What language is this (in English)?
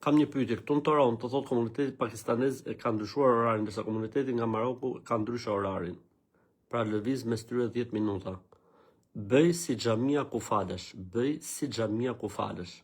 Albanian